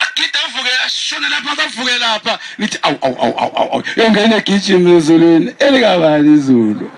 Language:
Zulu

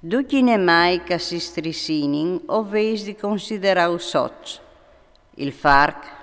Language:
Friulian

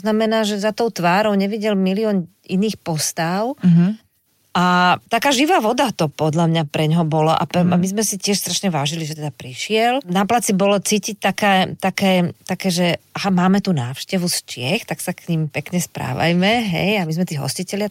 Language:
Slovak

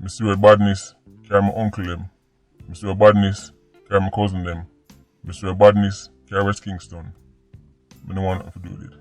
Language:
Jamaican Creole English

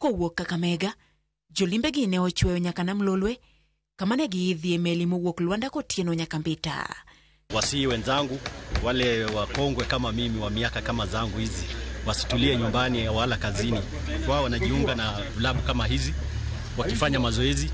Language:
Luo (Kenya and Tanzania)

